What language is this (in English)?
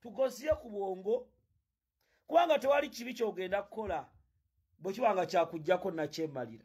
Ganda